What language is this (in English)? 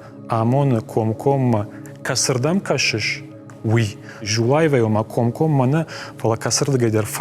Ossetic